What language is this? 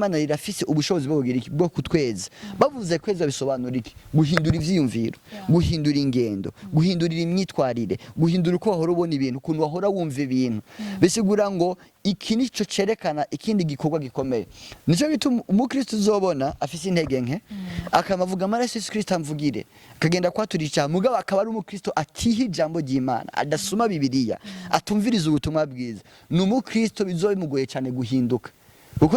Rundi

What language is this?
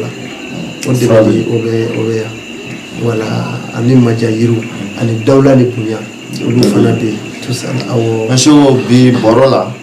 Bambara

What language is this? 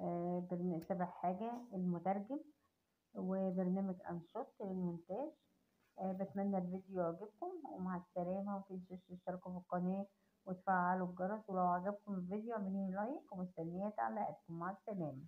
Egyptian Arabic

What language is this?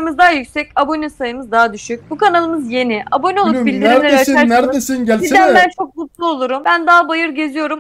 Turkish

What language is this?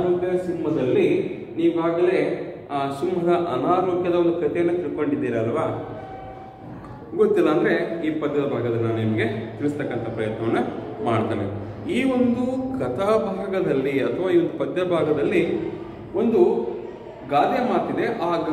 Kannada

